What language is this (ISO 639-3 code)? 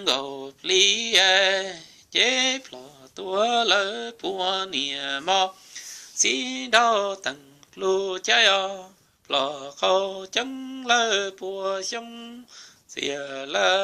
hmn